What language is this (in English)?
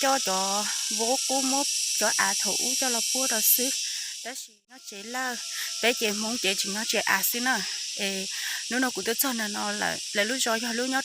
Hmong